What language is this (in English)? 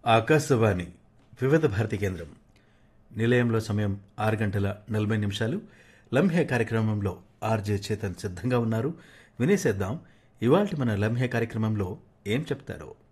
Telugu